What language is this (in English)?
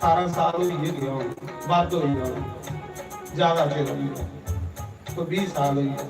Dogri